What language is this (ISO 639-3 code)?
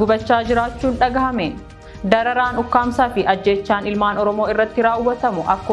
orm